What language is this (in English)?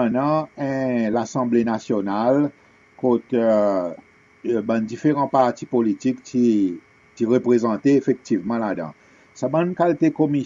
Seselwa Creole French